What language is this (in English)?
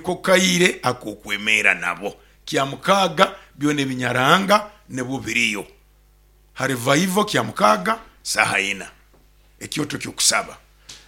Nyoro